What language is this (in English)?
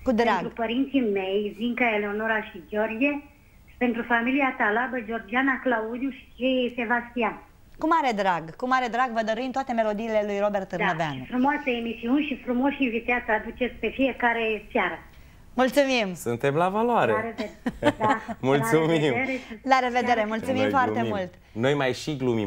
Romanian